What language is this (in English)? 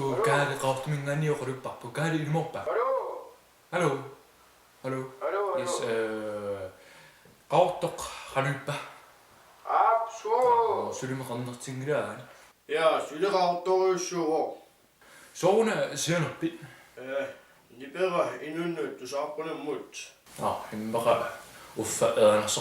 Kalaallisut